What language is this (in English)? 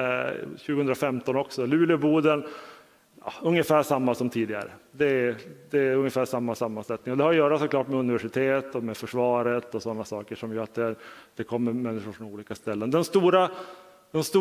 Swedish